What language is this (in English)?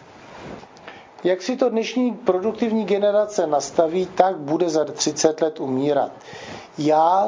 Czech